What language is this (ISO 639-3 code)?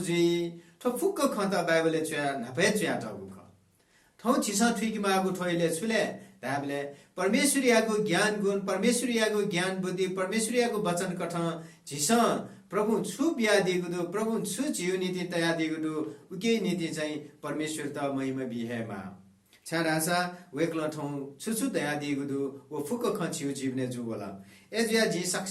new